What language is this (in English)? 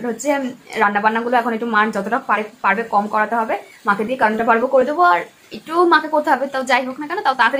Bangla